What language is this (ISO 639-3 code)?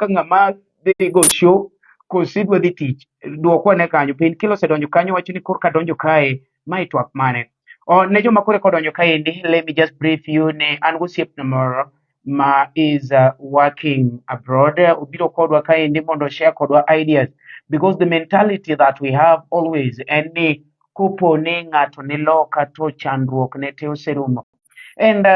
luo